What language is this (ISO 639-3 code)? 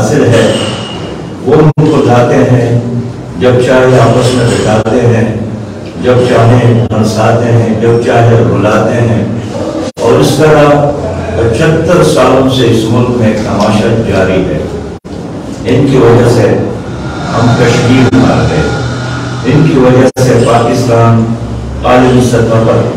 urd